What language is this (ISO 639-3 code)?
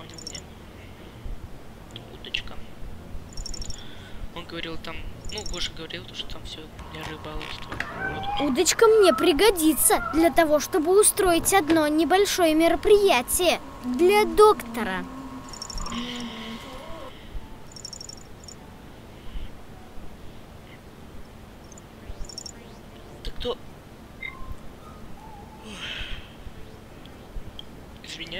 rus